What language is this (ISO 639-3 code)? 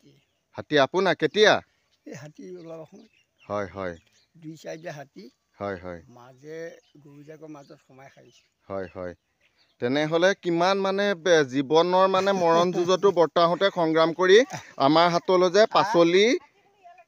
asm